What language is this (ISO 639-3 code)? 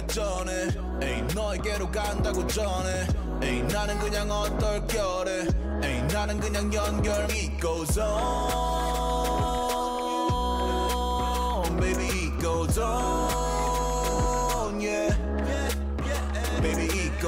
kor